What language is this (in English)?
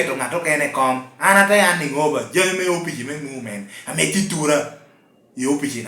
Lango (Uganda)